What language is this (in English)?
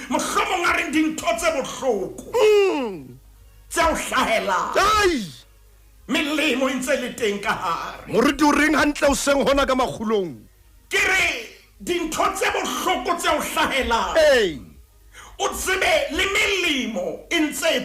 Southern Sotho